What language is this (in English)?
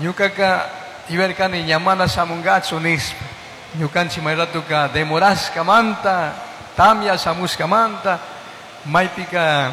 Chimborazo Highland Quichua